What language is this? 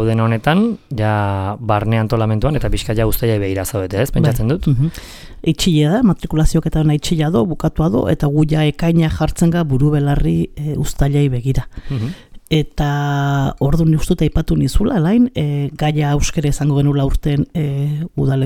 Basque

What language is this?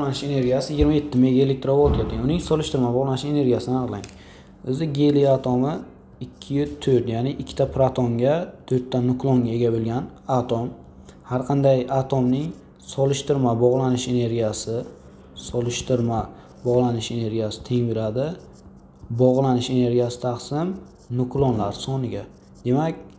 Uzbek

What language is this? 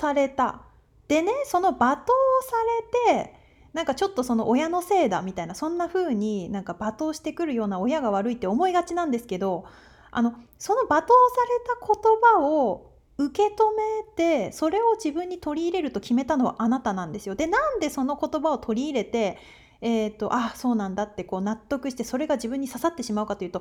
Japanese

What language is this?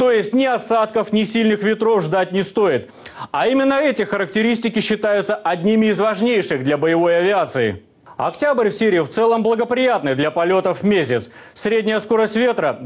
Russian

